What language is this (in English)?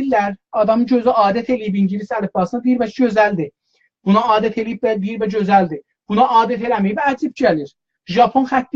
South Azerbaijani